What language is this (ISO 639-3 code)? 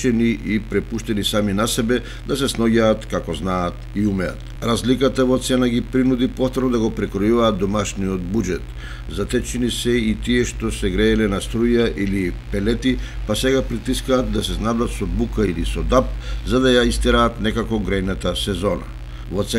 mkd